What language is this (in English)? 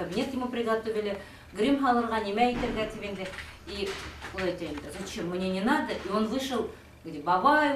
Bashkir